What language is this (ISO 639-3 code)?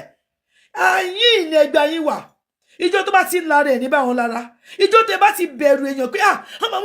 yor